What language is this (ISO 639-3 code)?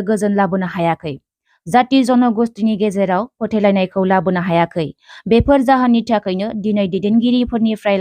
brx